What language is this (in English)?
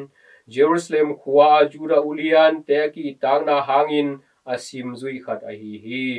Tedim Chin